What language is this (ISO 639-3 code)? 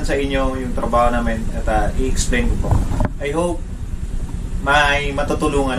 fil